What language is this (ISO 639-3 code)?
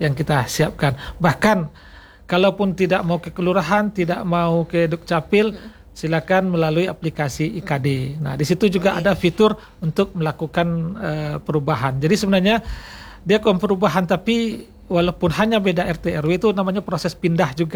ind